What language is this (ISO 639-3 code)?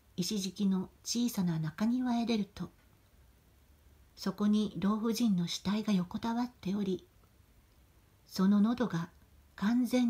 jpn